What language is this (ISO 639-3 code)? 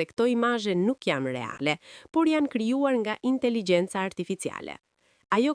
sqi